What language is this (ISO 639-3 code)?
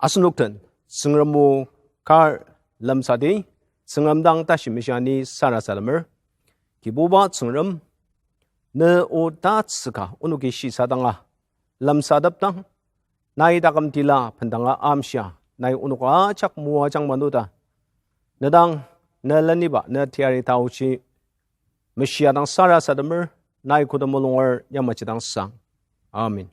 njo